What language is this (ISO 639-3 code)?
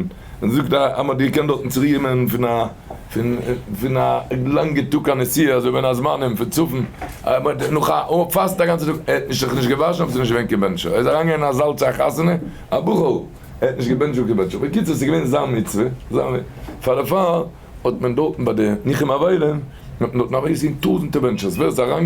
yid